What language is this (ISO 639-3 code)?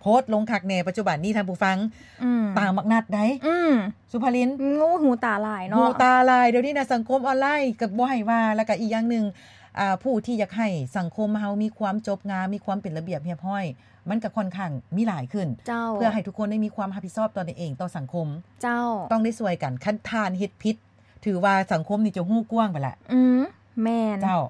lao